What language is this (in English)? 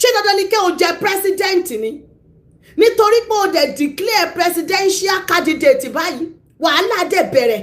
Yoruba